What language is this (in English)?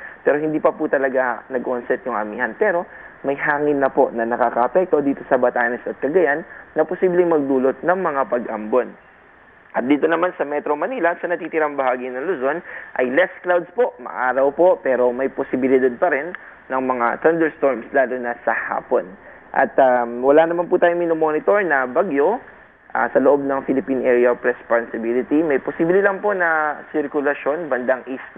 Filipino